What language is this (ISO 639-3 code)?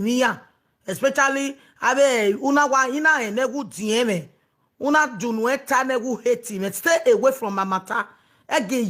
pcm